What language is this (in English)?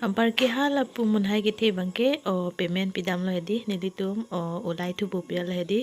Karbi